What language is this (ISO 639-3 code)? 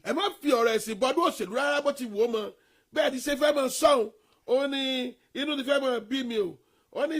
yor